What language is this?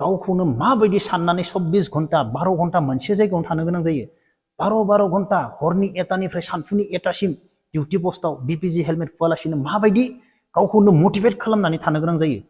Bodo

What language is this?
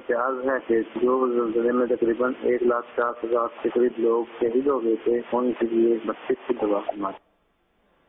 Urdu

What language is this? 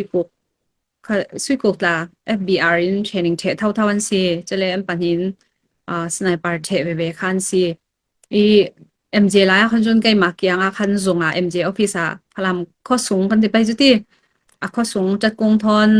Falam Chin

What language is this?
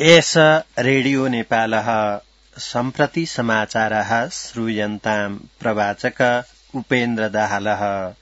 Sanskrit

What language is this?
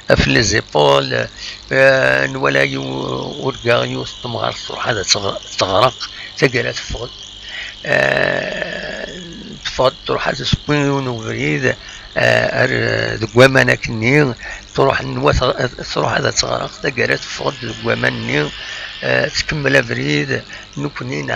Kabyle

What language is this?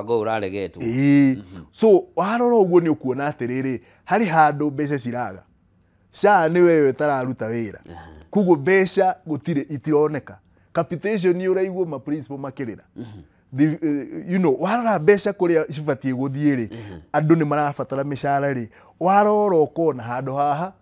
Kikuyu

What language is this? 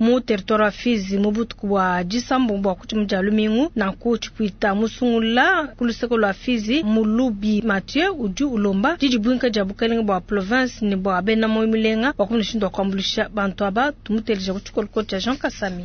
Luba-Lulua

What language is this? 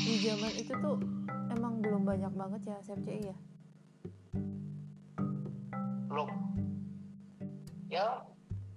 Indonesian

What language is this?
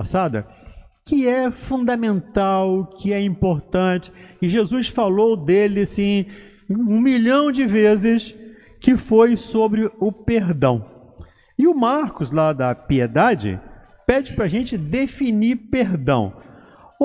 Portuguese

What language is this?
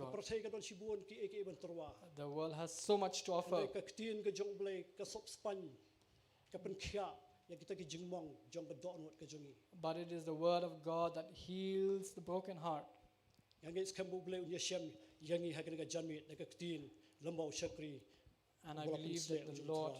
Khasi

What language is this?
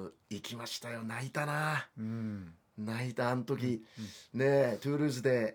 Japanese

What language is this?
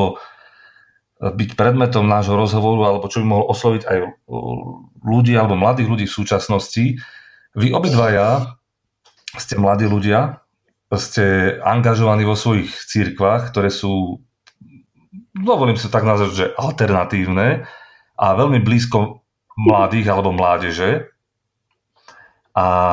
Slovak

